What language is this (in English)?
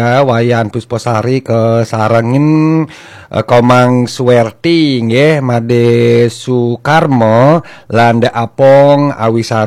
Balinese